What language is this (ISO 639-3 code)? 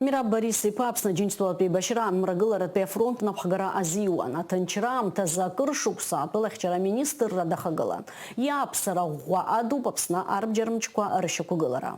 abk